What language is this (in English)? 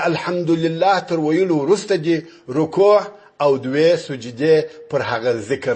Pashto